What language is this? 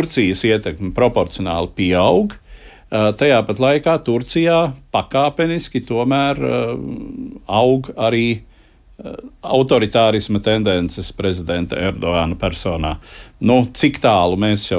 Latvian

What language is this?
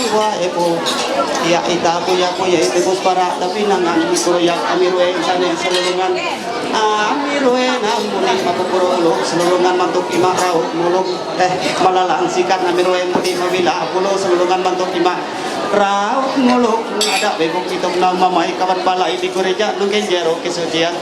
Ma'anyan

